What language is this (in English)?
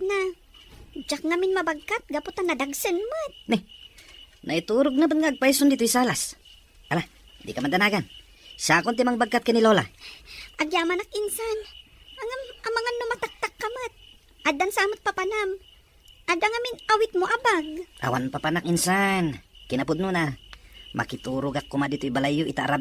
Iloko